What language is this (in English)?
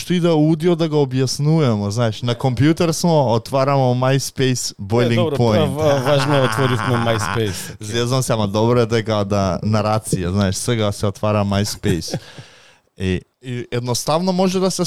Macedonian